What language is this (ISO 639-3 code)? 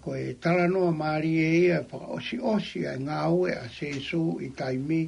ton